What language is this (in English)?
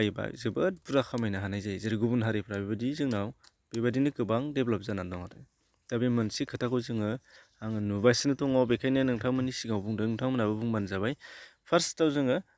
Bodo